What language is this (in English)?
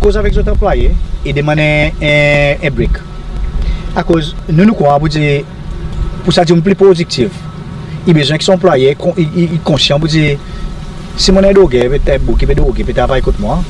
Seselwa Creole French